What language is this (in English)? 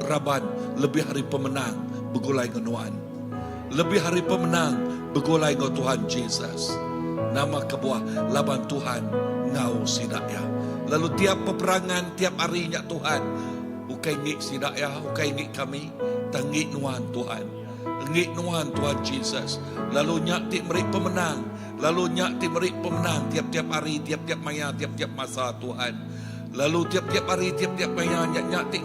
Iban